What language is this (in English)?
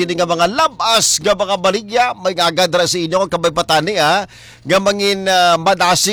Hiligaynon